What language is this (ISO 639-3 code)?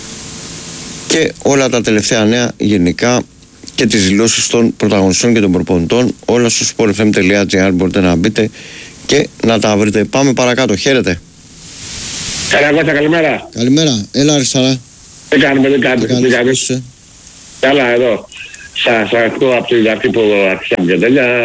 ell